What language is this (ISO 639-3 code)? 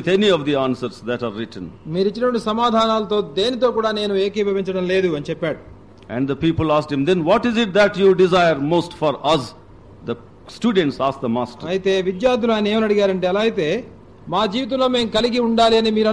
tel